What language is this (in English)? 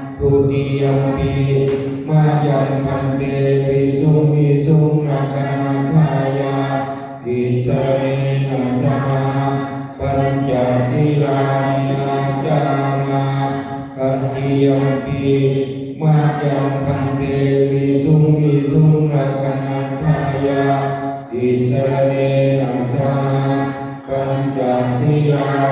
Pali